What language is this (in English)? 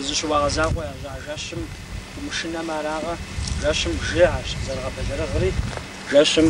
Kabardian